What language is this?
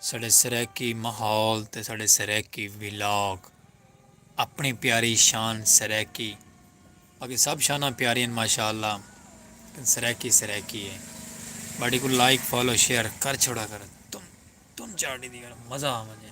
Saraiki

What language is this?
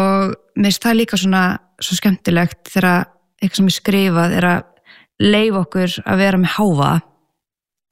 Icelandic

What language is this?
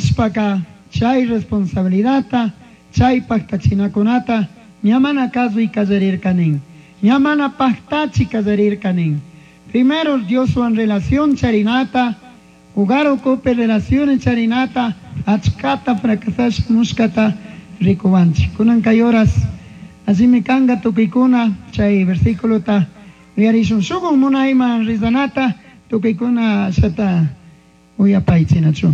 Chimborazo Highland Quichua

